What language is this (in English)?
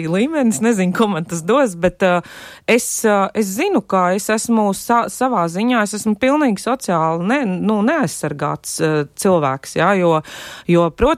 Latvian